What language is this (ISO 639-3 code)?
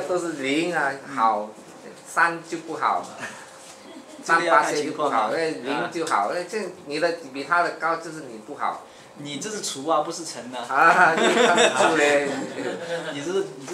zho